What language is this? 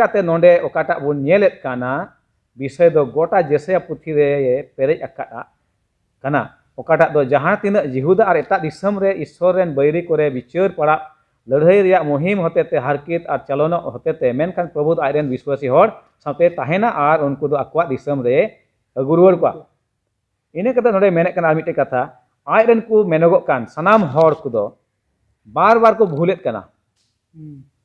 Santali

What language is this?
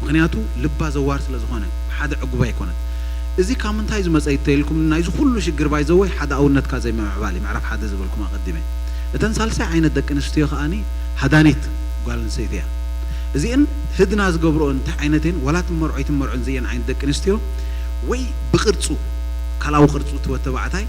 Tigrinya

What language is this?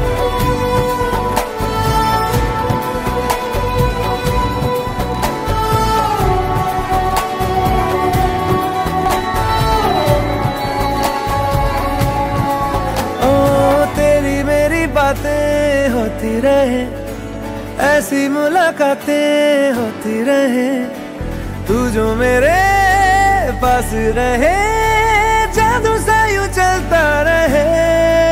Hindi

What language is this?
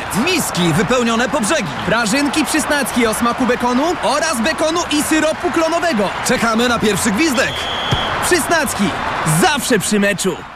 Polish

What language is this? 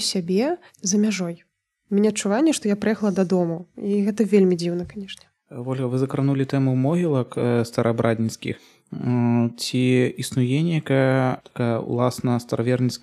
Belarusian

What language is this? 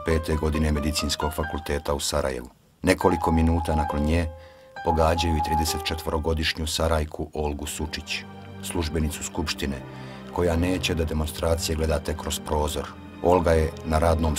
Bosnian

